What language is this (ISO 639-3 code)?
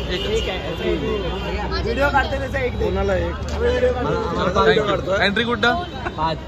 mar